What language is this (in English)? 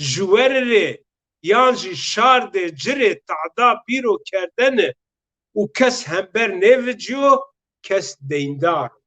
Zaza